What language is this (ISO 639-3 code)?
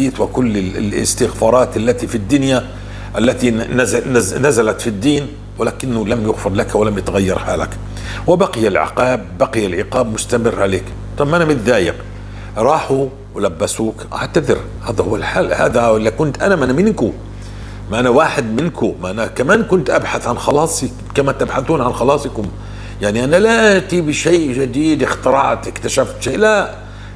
apc